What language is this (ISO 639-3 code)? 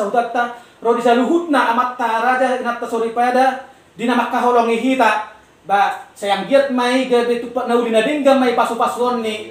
bbc